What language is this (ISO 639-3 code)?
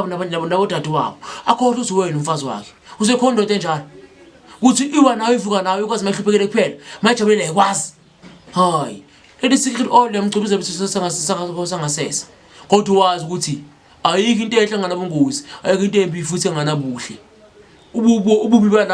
zul